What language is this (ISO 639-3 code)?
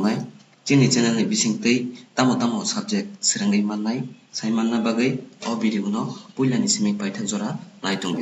trp